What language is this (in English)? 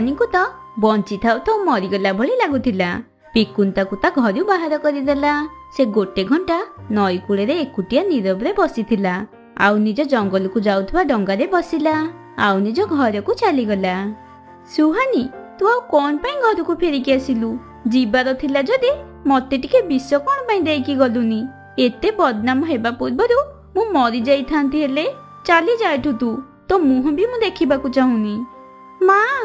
Odia